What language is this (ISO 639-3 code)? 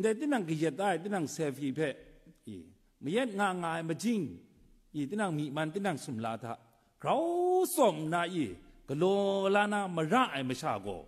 kac